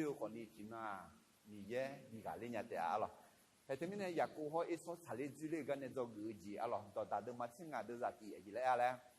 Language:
Akha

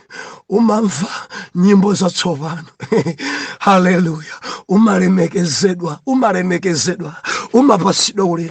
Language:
Nyanja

